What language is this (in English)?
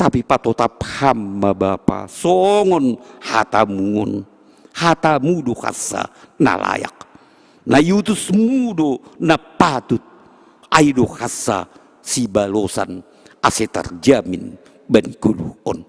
Batak Simalungun